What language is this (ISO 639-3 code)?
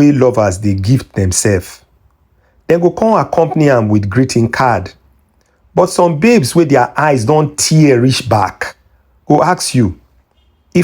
pcm